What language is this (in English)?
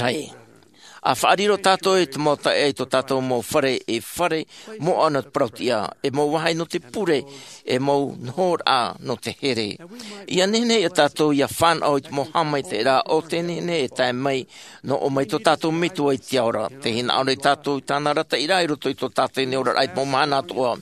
Tahitian